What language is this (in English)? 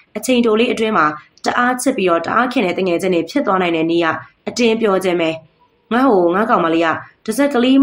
Burmese